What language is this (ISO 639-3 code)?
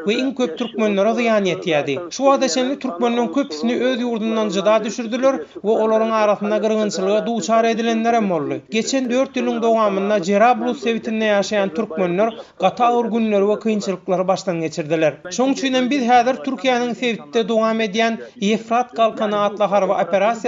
tuk